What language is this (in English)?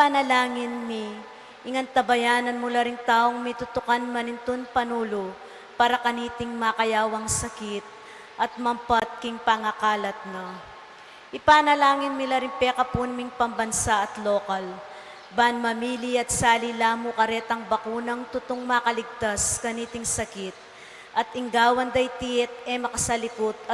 Pampanga